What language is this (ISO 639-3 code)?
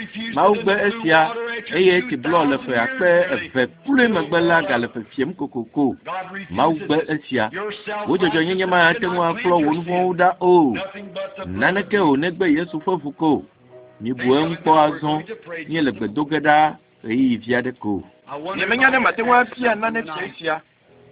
ewe